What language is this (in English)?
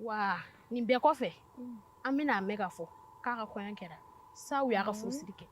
Bambara